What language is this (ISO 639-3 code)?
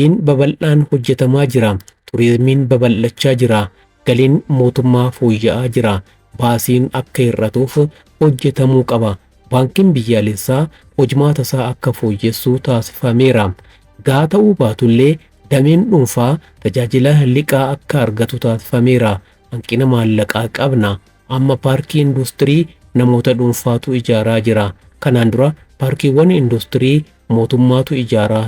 orm